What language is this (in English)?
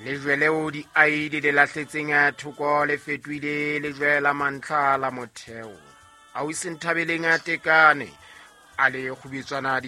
Southern Sotho